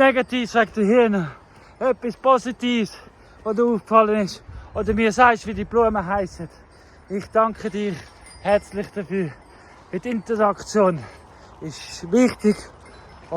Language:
Swiss German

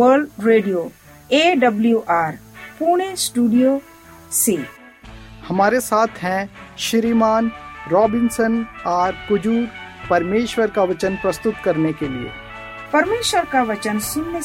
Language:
Hindi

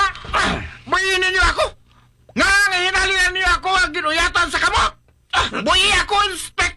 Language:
Hiligaynon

